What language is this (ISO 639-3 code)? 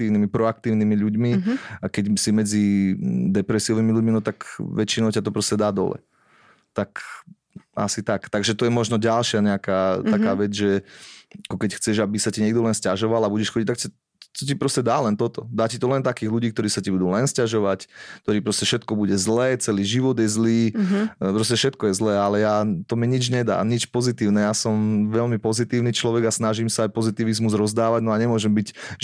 slk